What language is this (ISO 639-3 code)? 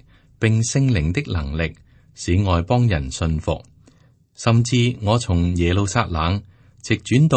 yue